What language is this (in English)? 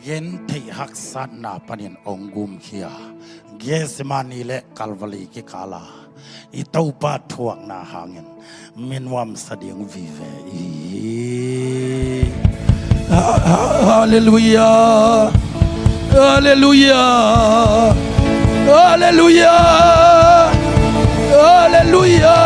Tedim Chin